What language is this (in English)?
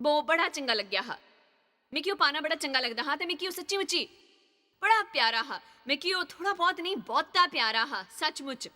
Dogri